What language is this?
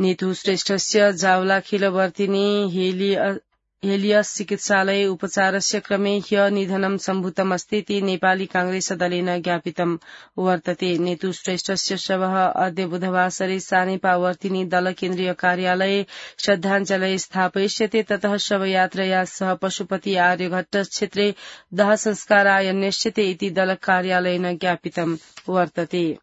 Sanskrit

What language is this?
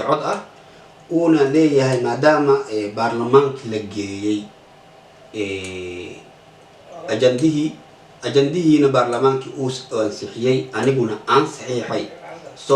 Somali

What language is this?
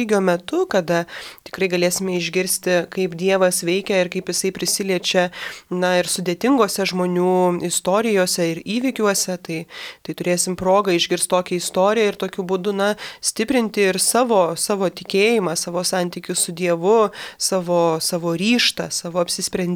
Lithuanian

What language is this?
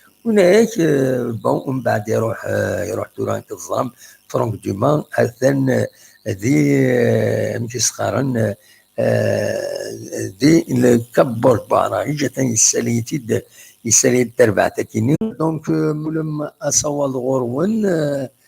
Kabyle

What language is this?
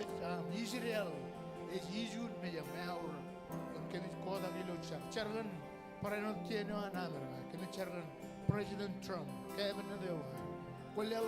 Marshallese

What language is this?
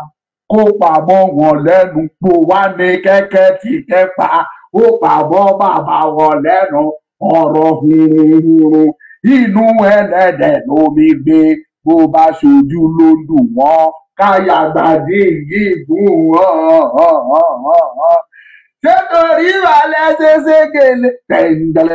Yoruba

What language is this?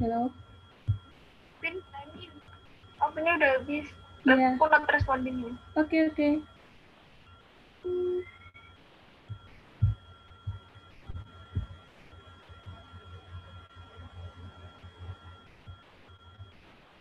Indonesian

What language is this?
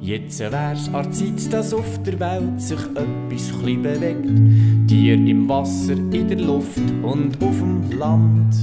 Swiss German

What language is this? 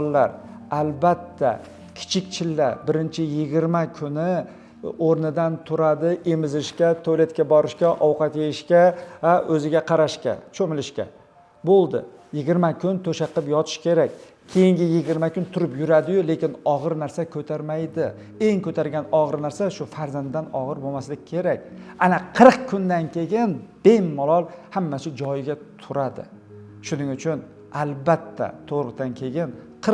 Uzbek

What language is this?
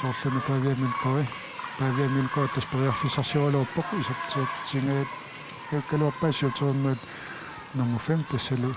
Kalaallisut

